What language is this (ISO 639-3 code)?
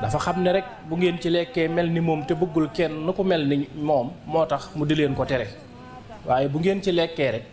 wol